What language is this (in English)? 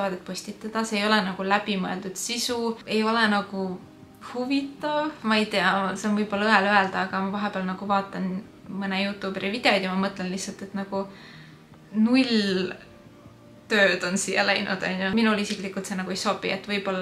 Estonian